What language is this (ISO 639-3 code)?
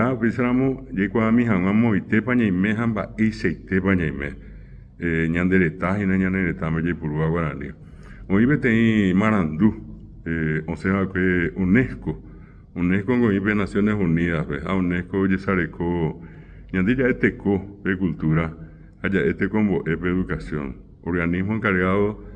grn